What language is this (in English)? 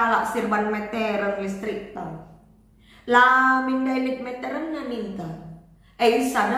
Batak Karo